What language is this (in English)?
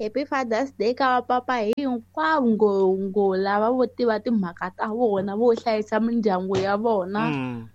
Tsonga